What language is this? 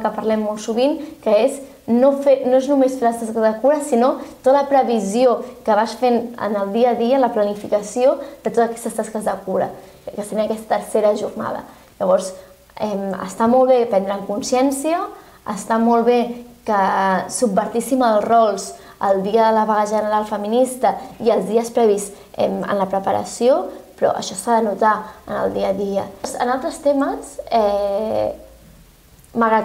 Catalan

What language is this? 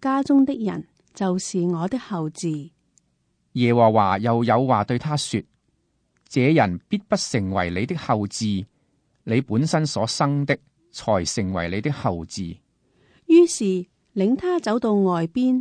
Cantonese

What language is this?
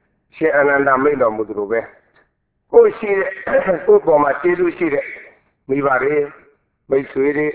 Burmese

